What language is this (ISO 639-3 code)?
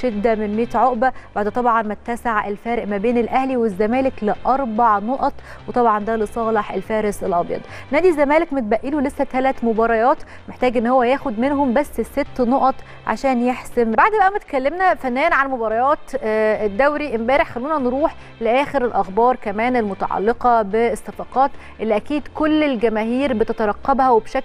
arz